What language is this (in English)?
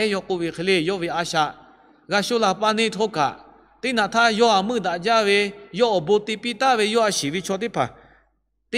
Lahu